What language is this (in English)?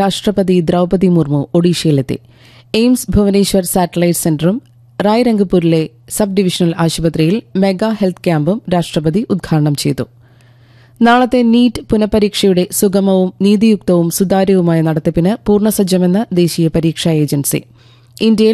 Malayalam